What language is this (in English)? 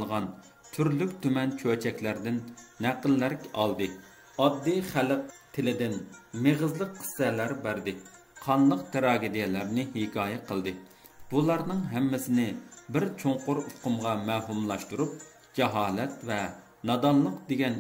Uyghur